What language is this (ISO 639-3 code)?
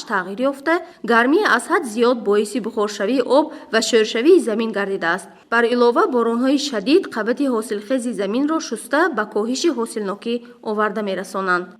tgk